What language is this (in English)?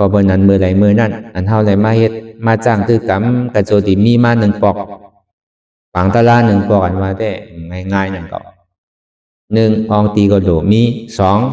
Shan